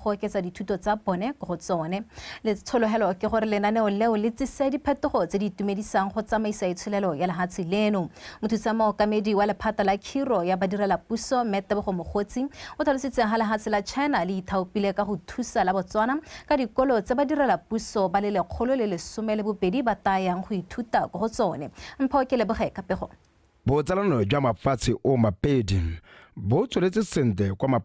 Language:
Tswana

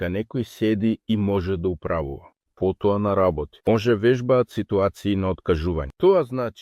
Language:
Macedonian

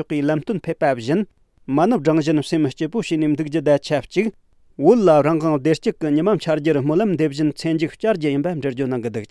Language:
Tibetan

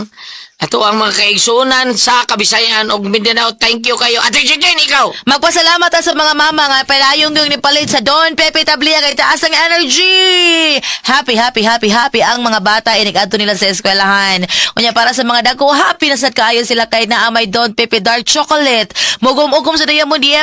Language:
Cebuano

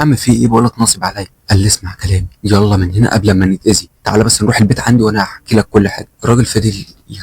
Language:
Egyptian Arabic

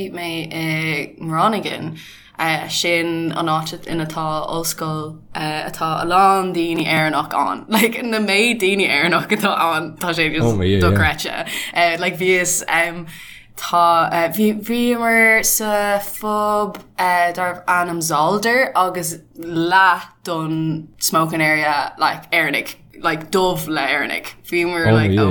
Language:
Irish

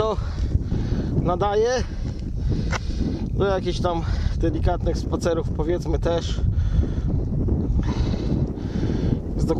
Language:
Polish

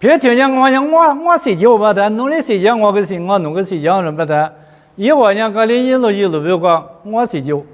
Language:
Lisu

